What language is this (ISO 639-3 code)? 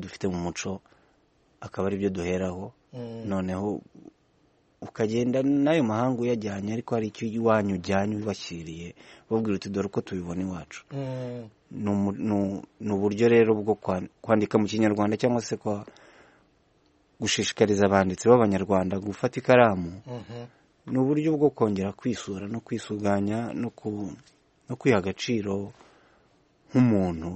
kin